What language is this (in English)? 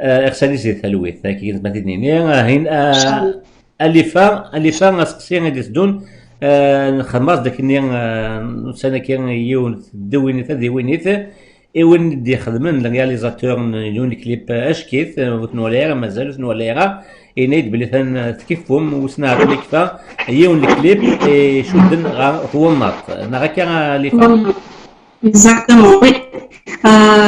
Kabyle